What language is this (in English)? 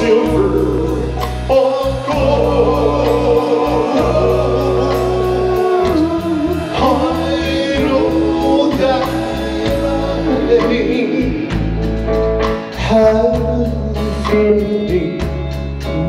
English